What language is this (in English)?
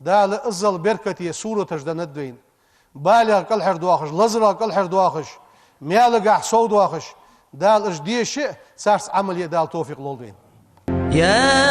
Ingush